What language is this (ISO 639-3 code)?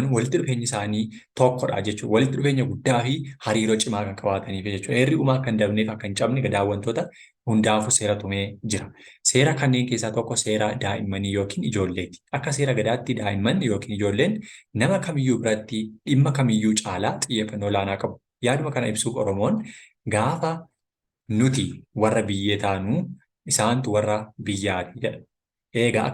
orm